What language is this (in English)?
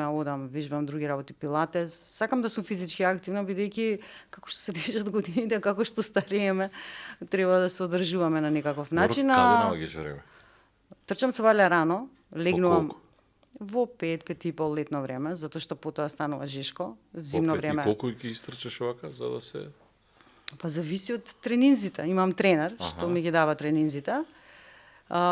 Macedonian